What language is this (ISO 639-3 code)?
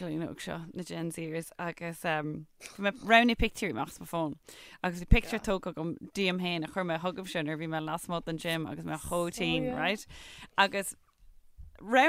gle